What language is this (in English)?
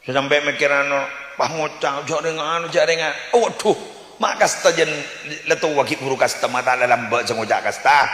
Madurese